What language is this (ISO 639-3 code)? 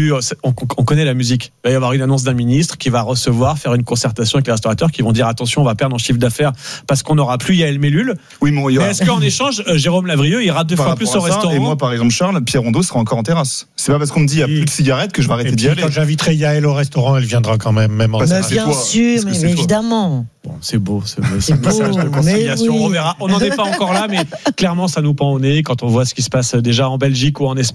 fra